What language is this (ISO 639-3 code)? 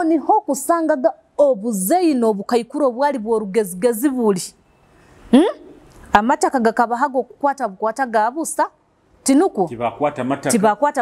nyo